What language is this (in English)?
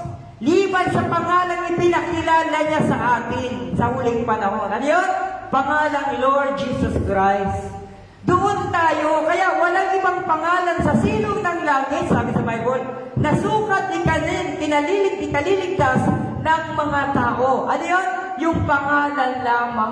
Filipino